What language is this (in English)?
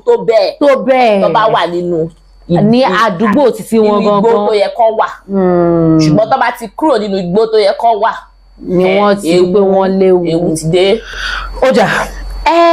Yoruba